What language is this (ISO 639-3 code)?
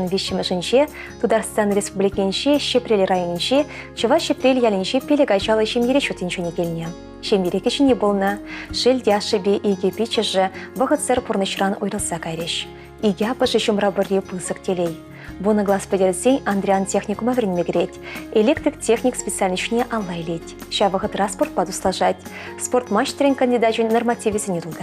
chv